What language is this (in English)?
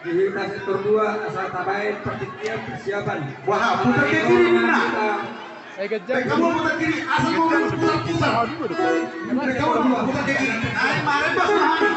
Batak Toba